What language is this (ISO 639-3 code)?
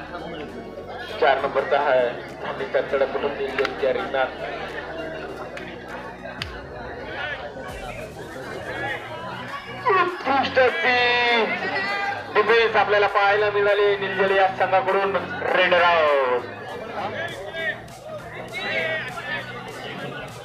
mar